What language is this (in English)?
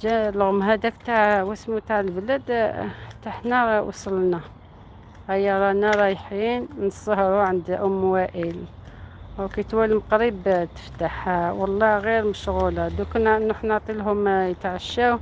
Algerian Arabic